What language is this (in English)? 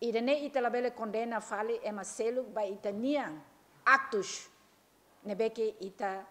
Tetum